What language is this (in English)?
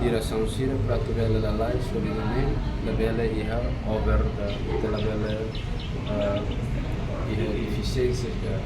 Tetum